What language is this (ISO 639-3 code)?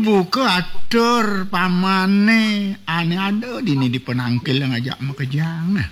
ban